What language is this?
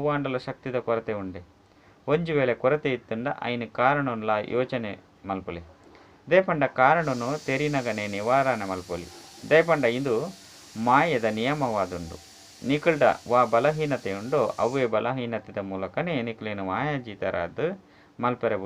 Tulu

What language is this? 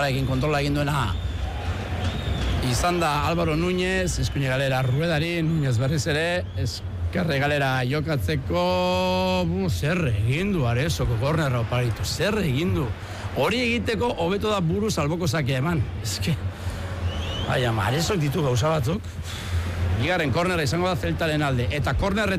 Basque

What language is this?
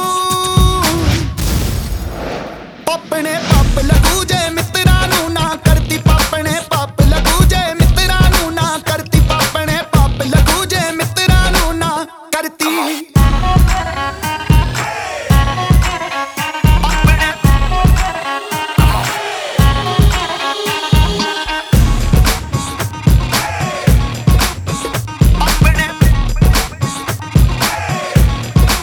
Punjabi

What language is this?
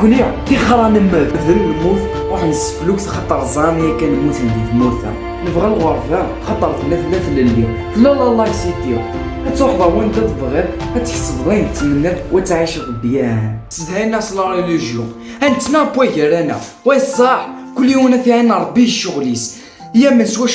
Kabyle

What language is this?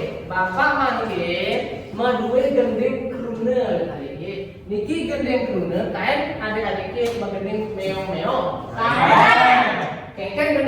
Balinese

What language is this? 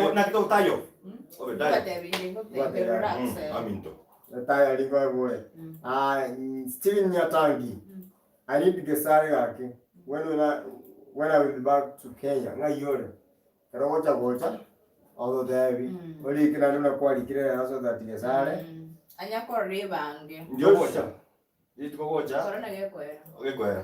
Gusii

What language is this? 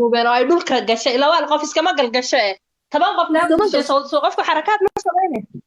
Somali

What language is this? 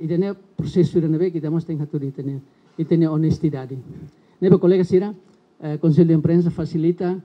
Tetum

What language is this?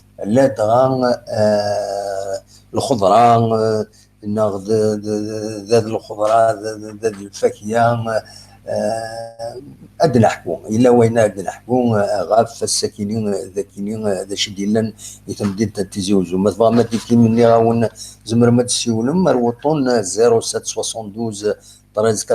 Kabyle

